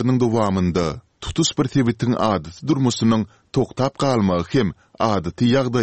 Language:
Turkmen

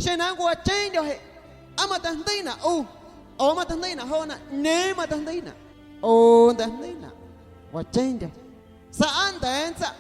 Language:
Guerrero Amuzgo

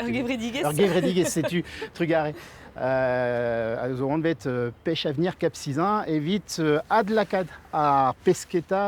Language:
Breton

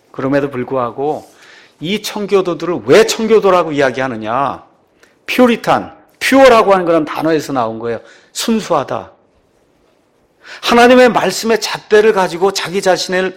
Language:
Korean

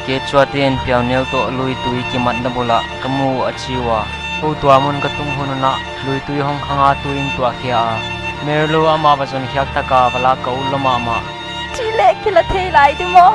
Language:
Paite Chin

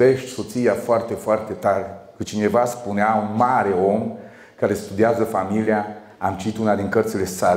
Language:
Romanian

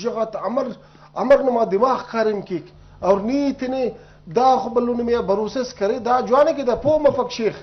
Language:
Brahui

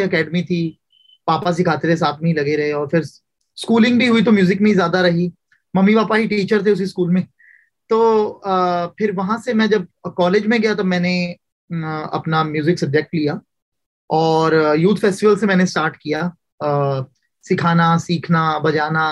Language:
Hindi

